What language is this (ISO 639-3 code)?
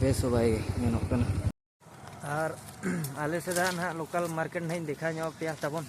sat